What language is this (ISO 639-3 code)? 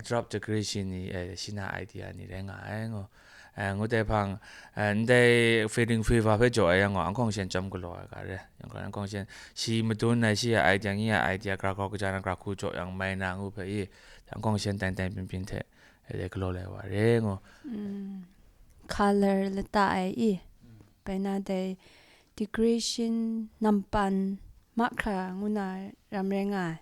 kac